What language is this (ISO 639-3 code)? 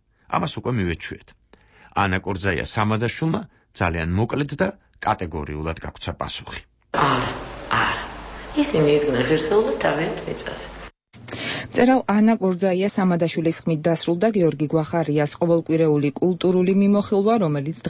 kat